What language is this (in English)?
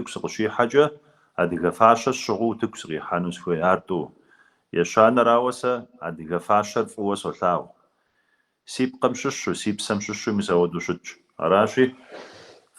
Kabardian